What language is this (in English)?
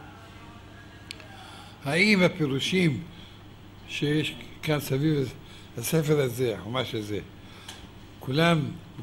Hebrew